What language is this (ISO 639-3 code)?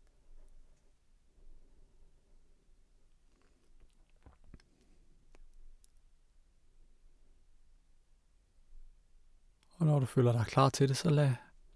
dan